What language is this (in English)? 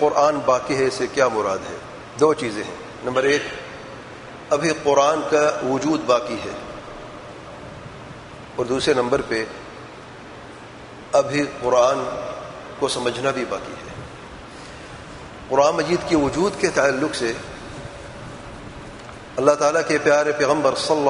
Urdu